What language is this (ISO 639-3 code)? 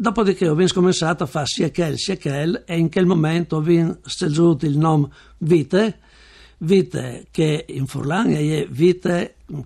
fur